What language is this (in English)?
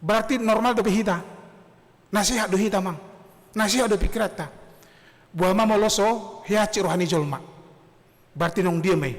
Batak Toba